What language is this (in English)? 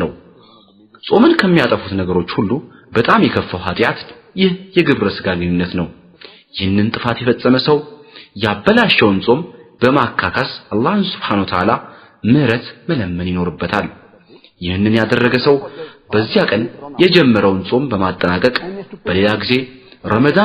Amharic